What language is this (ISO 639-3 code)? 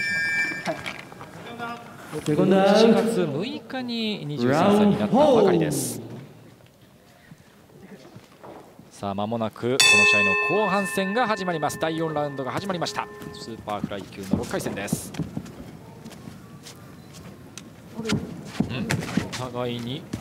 jpn